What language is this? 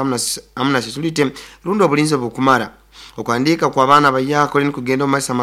Nyoro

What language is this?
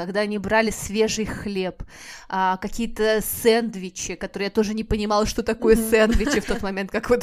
Russian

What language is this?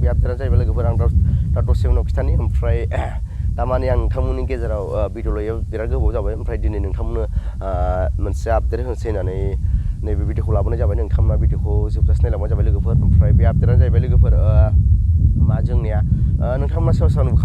Bodo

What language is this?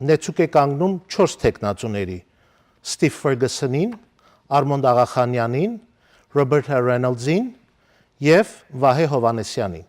Western Armenian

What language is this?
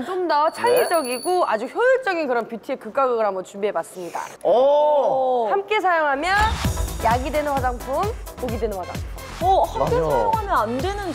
Korean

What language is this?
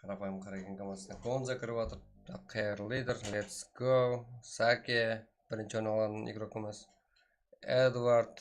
Kara-Kalpak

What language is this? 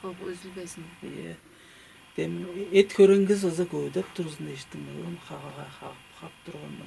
Tuvinian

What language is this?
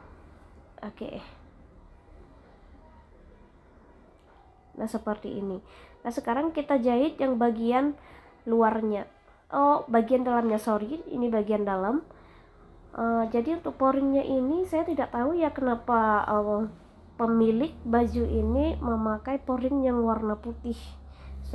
Indonesian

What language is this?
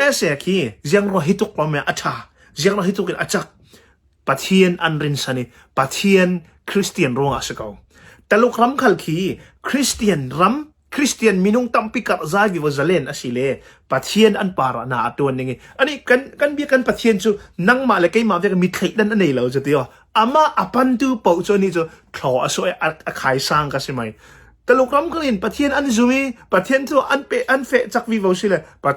Hakha Chin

